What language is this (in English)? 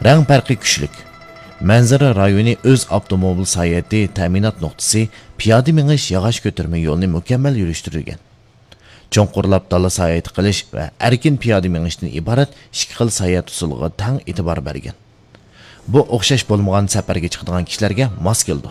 Uyghur